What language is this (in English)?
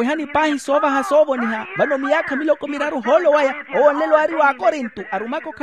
Makhuwa